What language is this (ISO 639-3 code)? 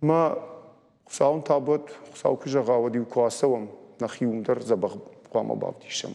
oss